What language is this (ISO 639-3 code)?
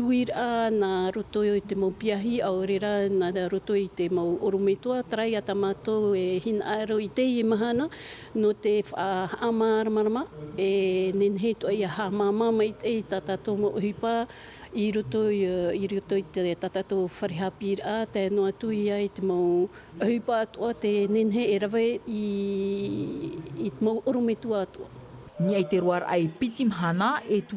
tah